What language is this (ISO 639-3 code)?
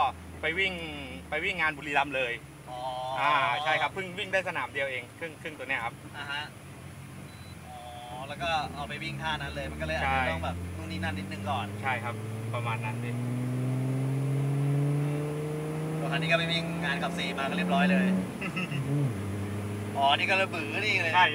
tha